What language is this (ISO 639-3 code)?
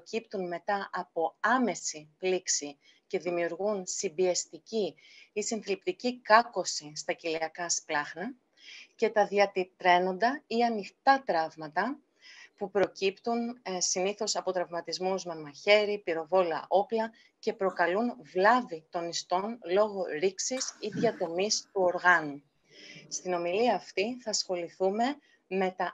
ell